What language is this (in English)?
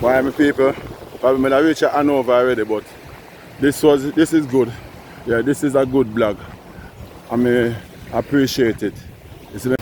Jamaican Creole English